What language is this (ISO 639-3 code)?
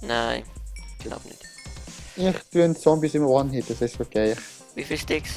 gsw